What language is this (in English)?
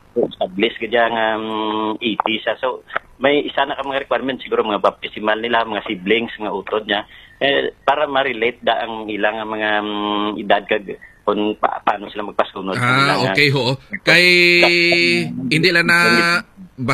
Hiligaynon